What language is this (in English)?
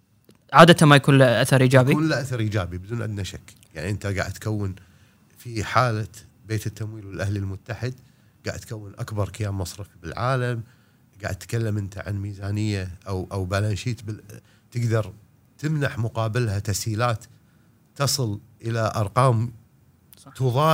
Gulf Arabic